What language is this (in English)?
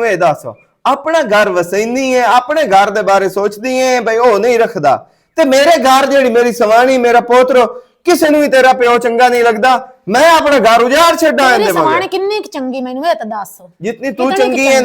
Western Panjabi